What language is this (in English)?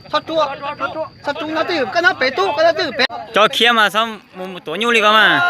Hmong